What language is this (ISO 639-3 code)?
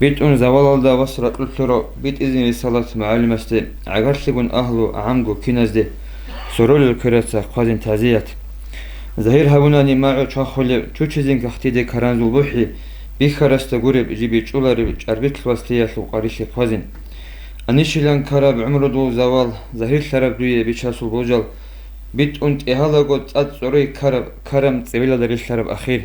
ava